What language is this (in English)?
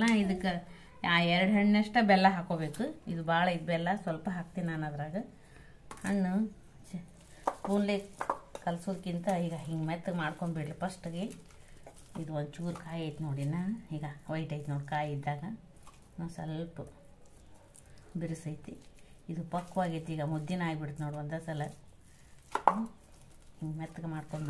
Kannada